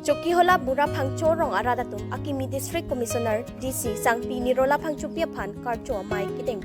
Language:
Karbi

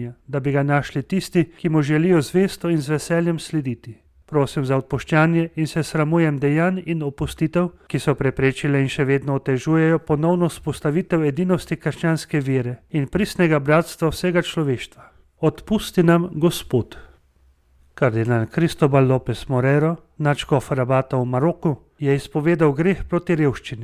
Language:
Slovenian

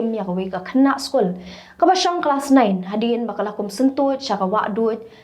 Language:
Khasi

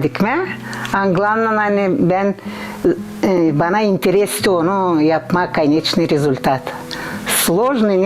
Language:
Gagauz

